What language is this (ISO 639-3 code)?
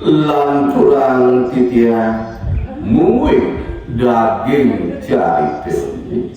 ban